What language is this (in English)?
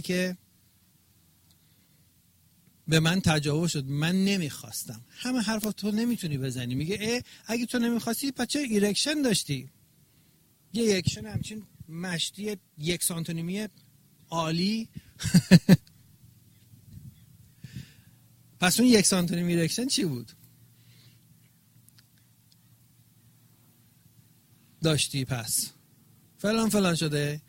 Persian